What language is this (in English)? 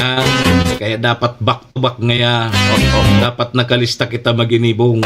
Bikol